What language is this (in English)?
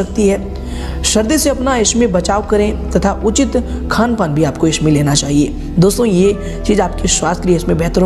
Hindi